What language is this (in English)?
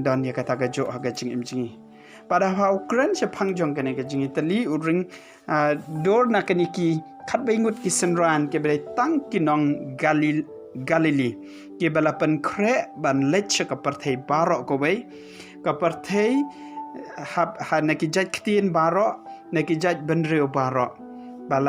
Khasi